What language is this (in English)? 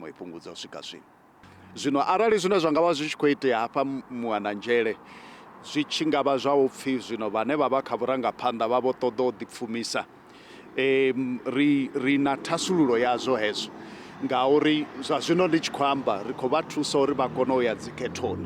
Venda